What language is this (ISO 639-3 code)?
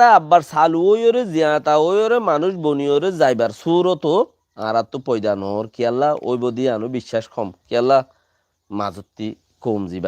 rhg